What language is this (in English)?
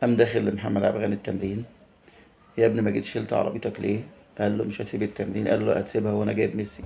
Egyptian Arabic